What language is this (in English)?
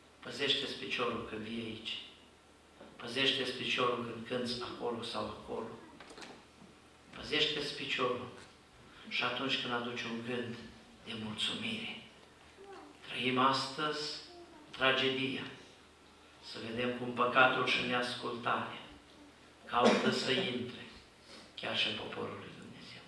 Romanian